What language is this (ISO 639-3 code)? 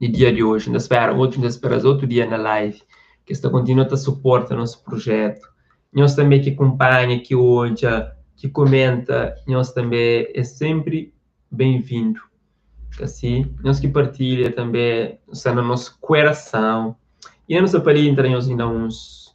kea